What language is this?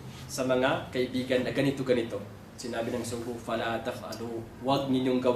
Maranao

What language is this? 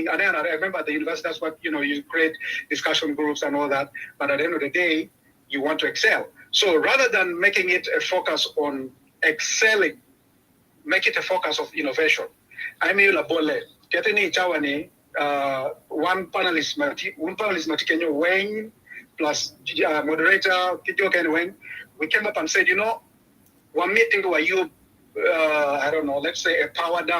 Acoli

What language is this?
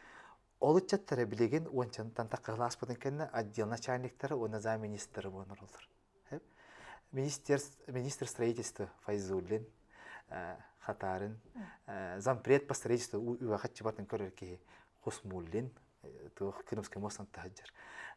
Yakut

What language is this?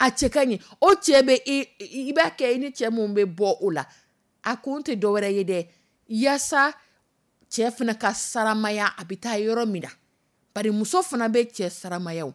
Dyula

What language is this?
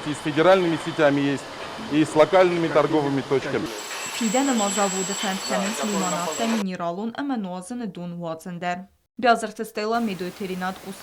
Ossetic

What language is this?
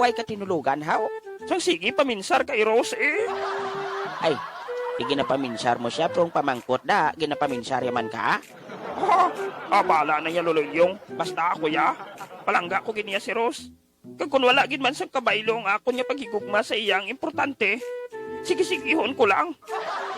Hiligaynon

